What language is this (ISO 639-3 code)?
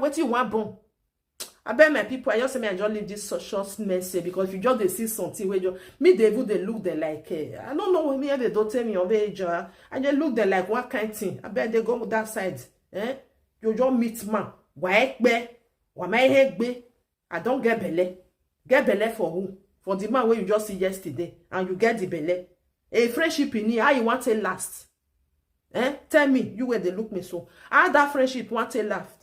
pcm